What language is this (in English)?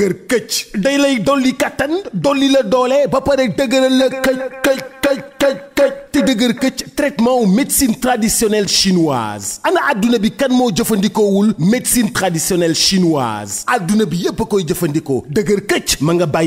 Wolof